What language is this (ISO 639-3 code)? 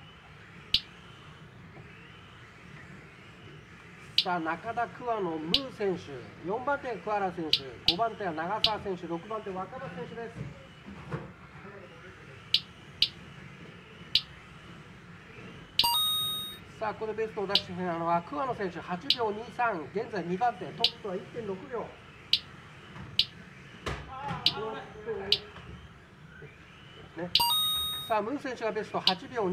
jpn